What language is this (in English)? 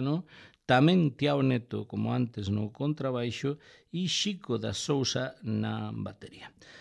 Galician